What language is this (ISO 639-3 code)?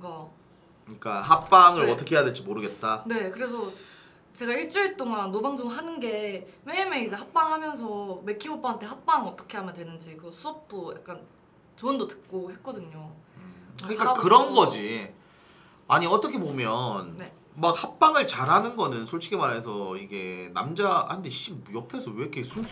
kor